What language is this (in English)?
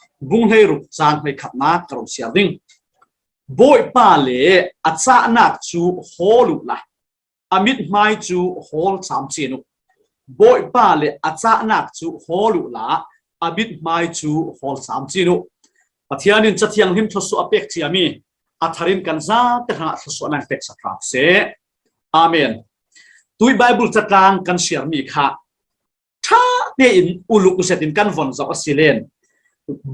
Falam Chin